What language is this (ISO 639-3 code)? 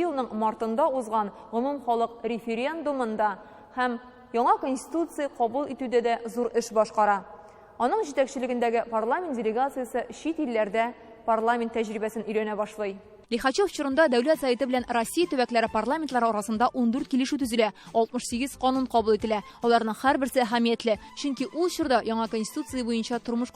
tat